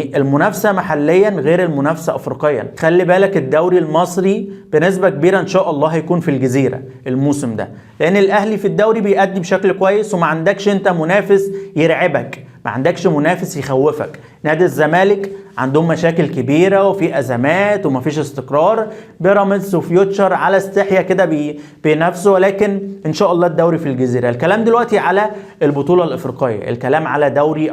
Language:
Egyptian Arabic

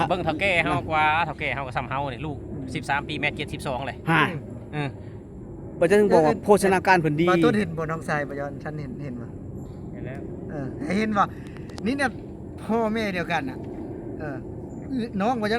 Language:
Lao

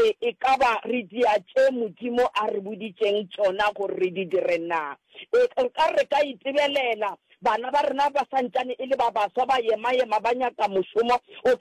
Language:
Northern Sotho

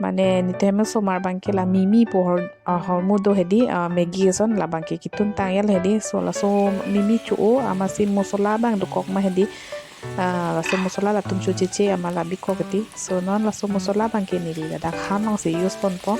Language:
Karbi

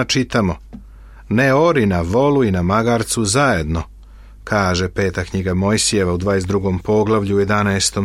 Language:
Serbian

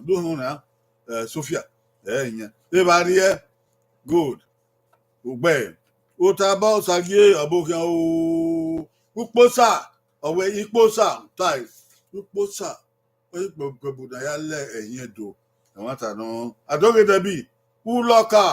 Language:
Bini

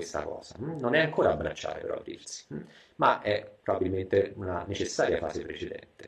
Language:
Italian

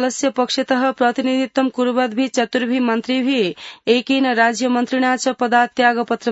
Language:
Sanskrit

